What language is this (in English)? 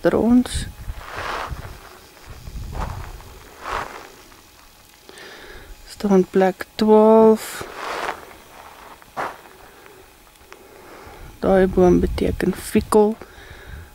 Afrikaans